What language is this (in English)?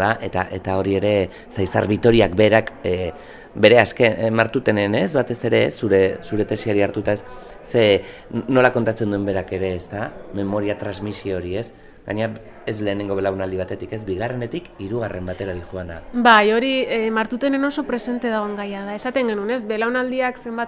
Basque